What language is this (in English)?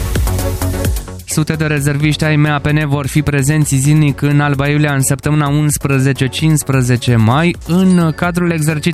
Romanian